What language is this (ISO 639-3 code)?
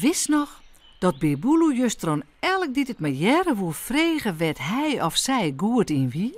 fry